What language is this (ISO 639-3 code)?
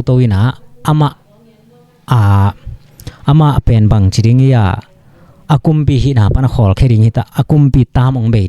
ctd